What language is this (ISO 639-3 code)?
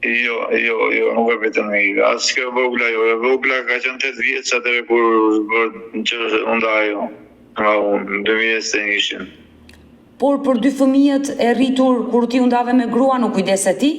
sqi